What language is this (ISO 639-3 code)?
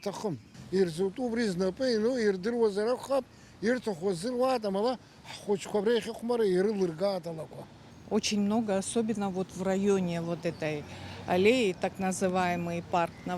abk